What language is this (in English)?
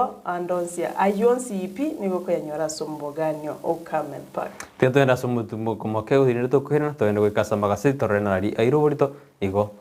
Gusii